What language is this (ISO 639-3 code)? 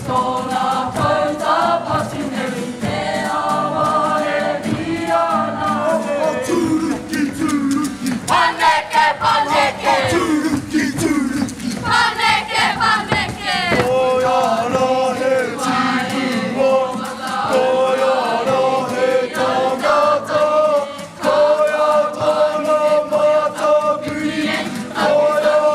mri